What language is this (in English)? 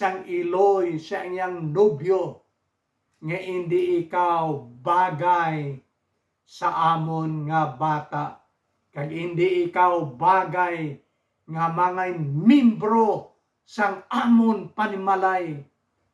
Hiligaynon